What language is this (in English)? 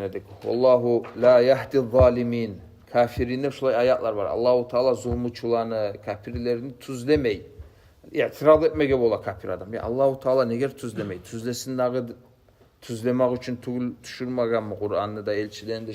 Kumyk